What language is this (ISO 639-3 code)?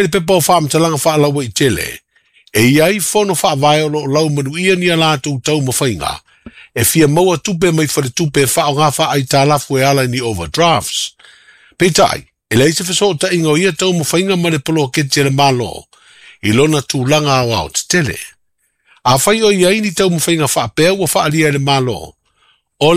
smo